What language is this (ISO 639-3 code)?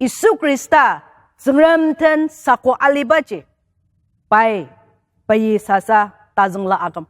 njo